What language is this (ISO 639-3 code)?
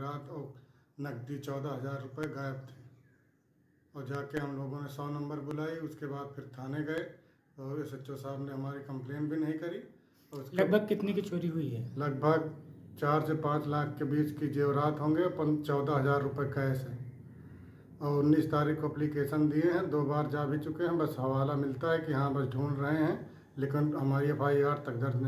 hin